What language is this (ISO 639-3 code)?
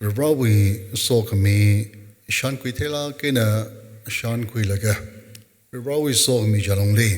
nmf